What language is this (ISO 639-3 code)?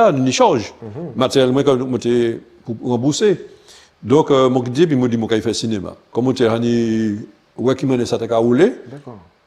gcf